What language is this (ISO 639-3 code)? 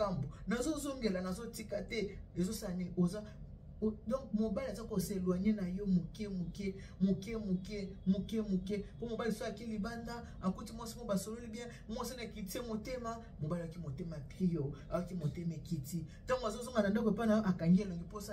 lin